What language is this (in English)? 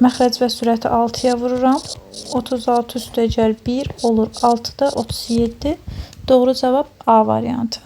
Azerbaijani